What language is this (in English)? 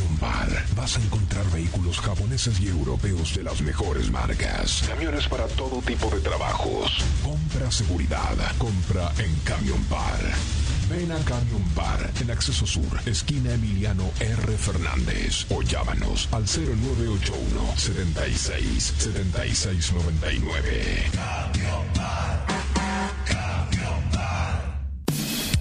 Spanish